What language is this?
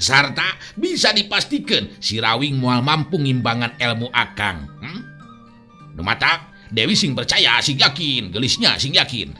Sundanese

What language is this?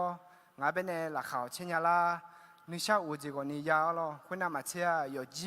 Akha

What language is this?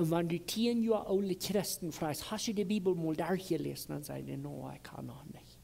Plautdietsch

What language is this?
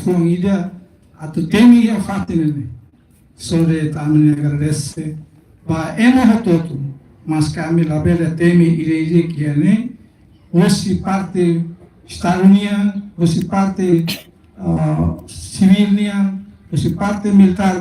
Tetum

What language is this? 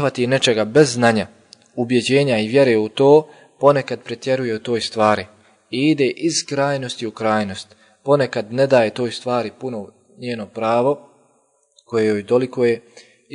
Bosnian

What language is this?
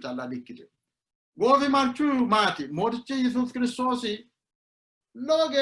Sidamo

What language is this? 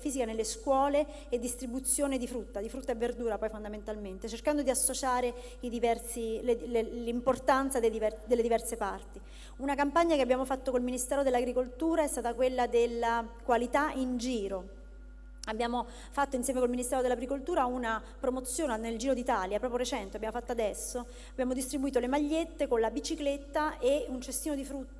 Italian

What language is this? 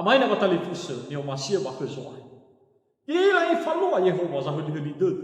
Nias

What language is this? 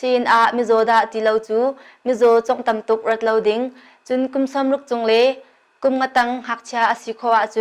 Hakha Chin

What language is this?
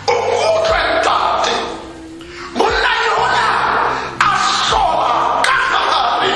Tswana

